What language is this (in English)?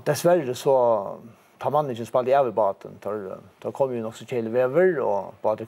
Faroese